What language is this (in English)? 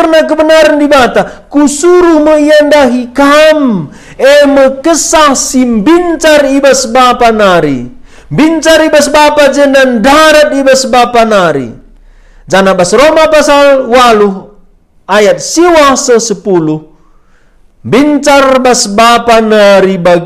Batak Karo